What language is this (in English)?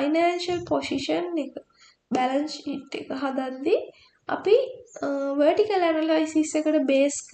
Sinhala